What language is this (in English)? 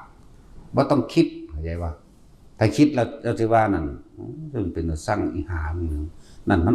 Northeastern Thai